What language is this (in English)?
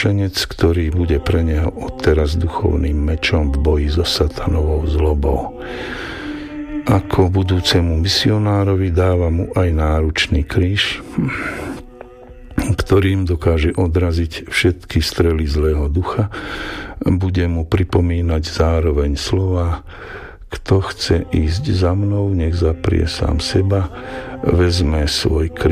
Slovak